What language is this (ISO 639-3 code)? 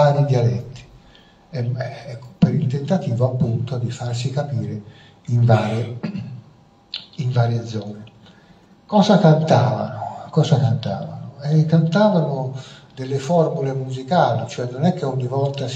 ita